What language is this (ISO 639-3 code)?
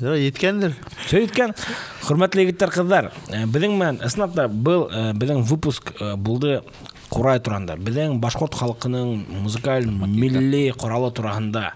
bak